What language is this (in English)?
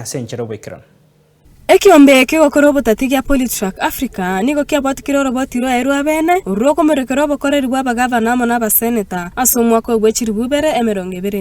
Gusii